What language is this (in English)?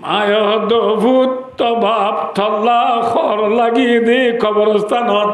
Rohingya